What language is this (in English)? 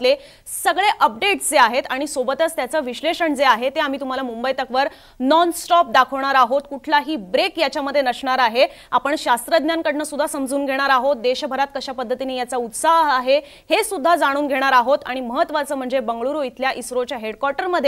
Marathi